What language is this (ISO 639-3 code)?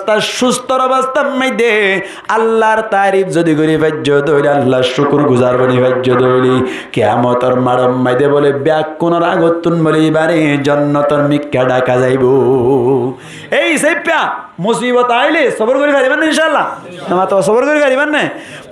rhg